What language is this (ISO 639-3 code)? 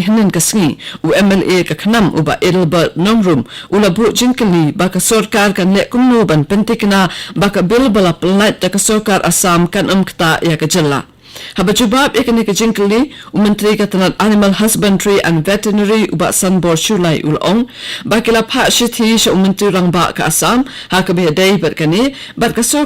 kha